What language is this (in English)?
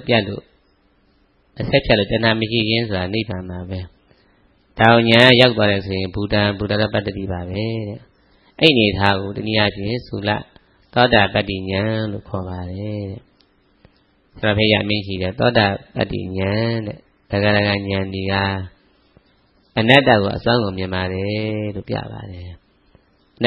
Burmese